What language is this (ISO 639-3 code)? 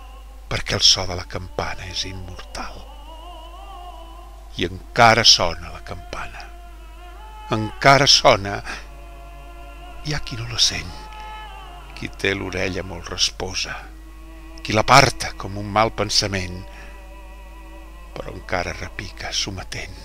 cat